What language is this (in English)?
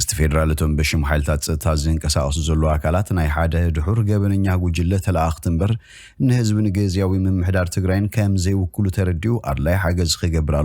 Tigrinya